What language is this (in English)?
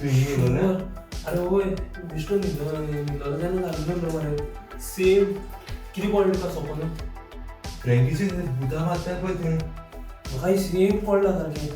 Konkani